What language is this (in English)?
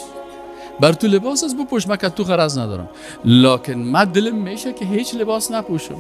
Persian